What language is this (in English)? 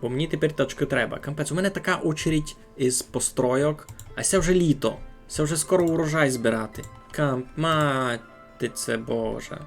Rusyn